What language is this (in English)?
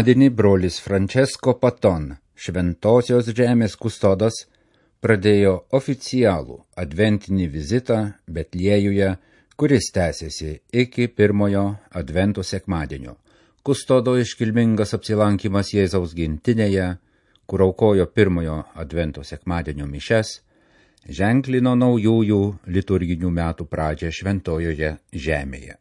Lithuanian